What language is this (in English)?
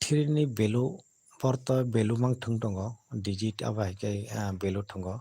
Kok Borok